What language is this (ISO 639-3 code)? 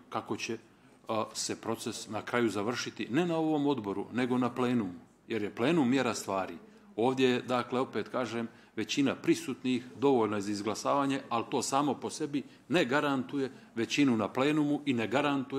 bos